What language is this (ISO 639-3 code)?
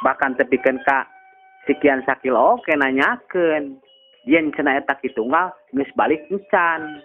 sun